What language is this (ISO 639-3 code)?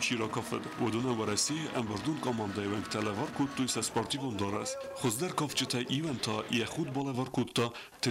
oss